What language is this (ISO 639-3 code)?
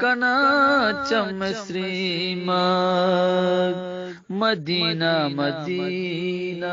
bgp